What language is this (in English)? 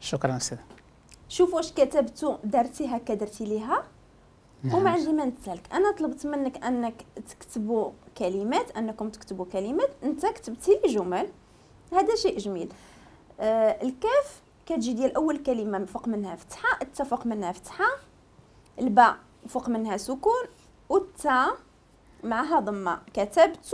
Moroccan Arabic